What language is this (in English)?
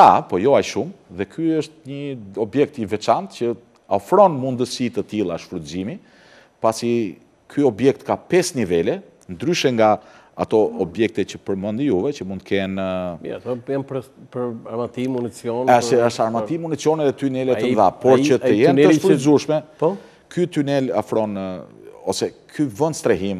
Albanian